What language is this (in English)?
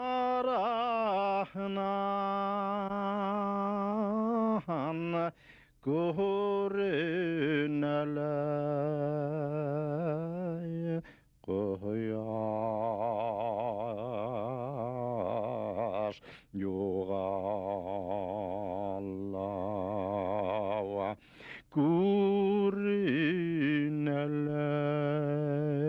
Bashkir